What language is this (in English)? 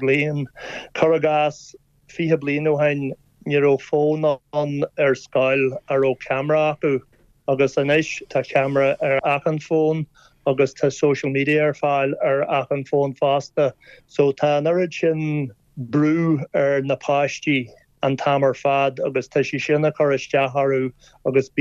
Irish